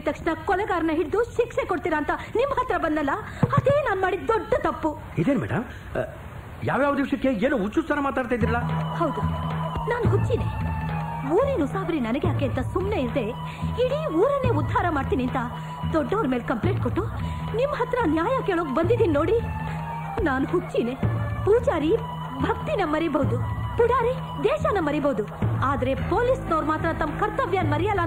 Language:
Kannada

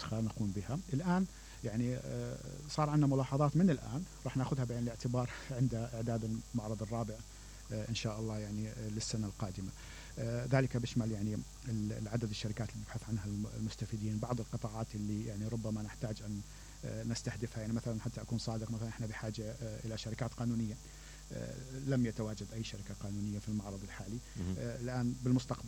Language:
Mesopotamian Arabic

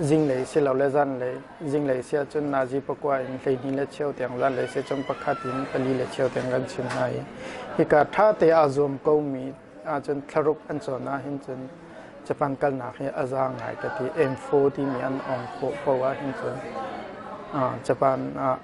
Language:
Hakha Chin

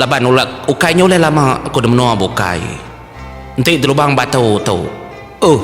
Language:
Iban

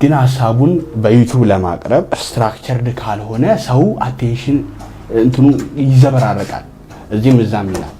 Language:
Amharic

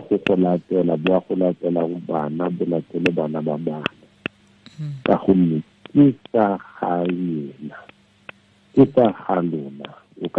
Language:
Tswana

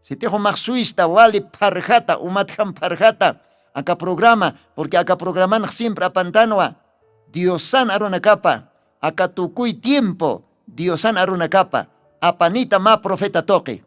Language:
Aymara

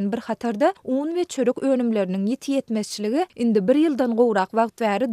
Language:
Turkmen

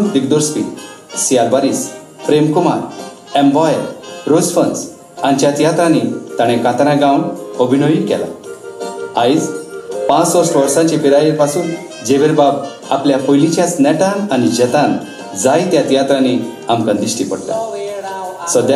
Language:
Konkani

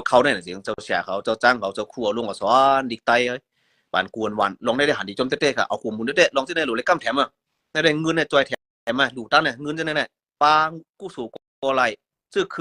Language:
Shan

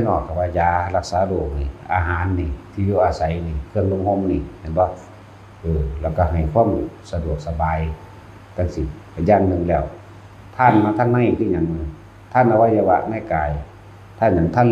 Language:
Northeastern Thai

